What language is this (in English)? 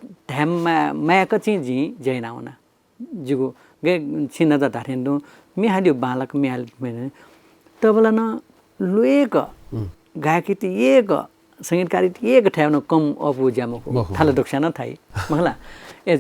Newari